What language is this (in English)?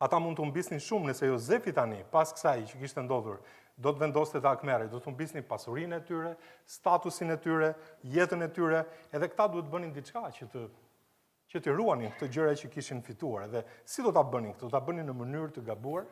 Albanian